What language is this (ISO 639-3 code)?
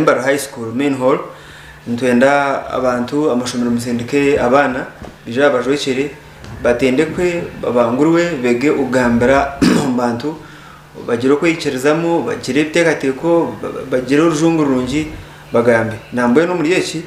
nyn